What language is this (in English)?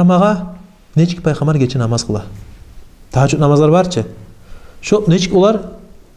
Kumyk